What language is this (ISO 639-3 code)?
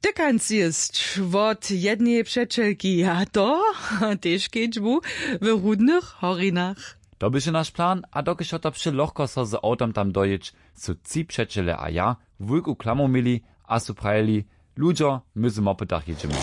hsb